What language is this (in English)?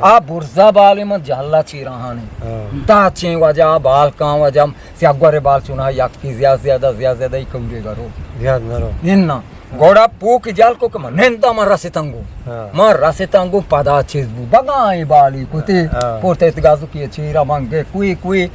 Eastern Balochi